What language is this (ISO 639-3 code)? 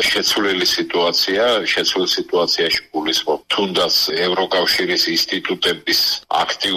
kat